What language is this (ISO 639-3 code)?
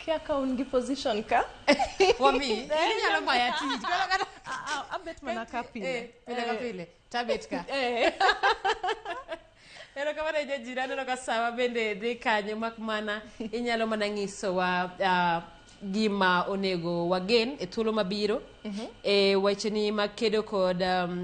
luo